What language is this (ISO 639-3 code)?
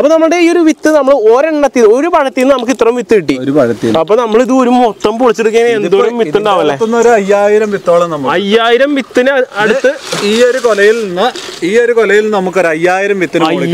mal